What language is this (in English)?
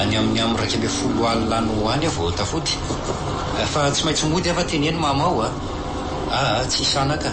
Malagasy